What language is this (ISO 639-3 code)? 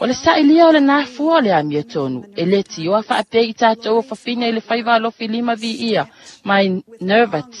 smo